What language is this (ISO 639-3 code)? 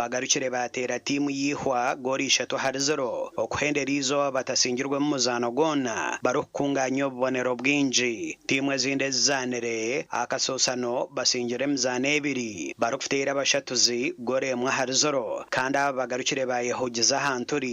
nyn